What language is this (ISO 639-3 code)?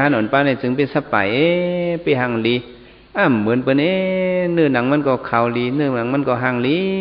shn